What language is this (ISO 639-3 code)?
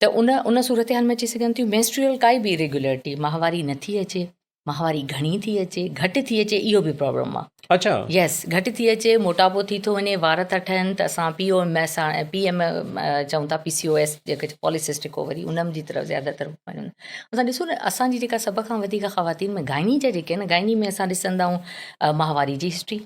snd